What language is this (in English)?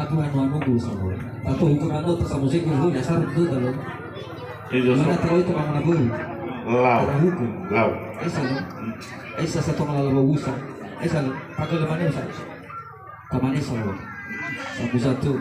Nias